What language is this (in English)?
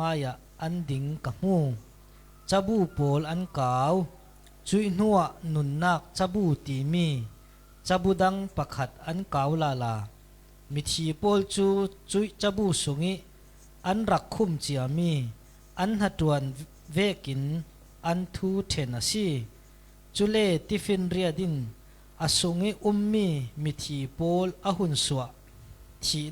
Falam Chin